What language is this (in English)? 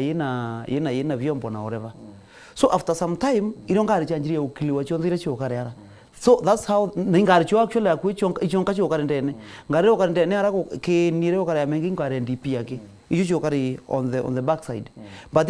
Meru